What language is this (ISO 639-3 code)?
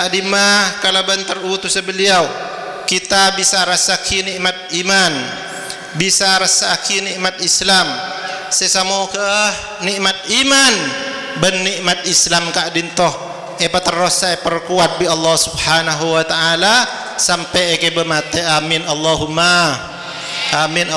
mad